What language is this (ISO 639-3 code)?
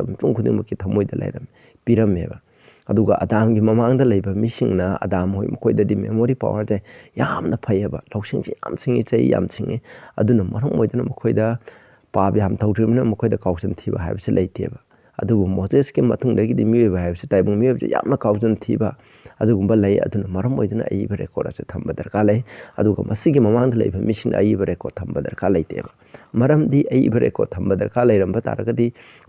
mni